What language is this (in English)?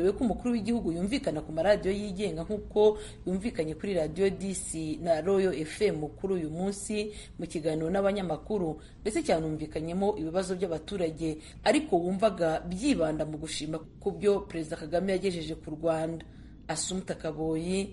Kinyarwanda